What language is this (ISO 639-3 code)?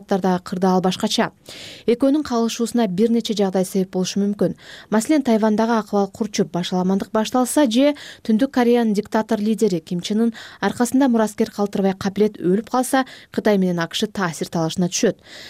kir